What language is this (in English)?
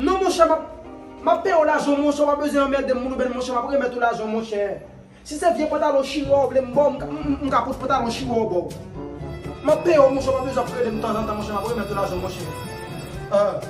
Haitian Creole